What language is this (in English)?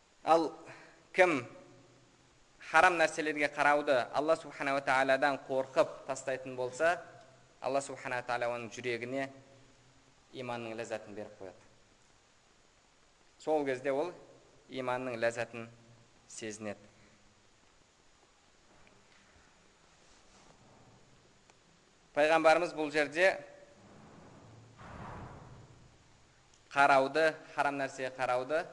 Kazakh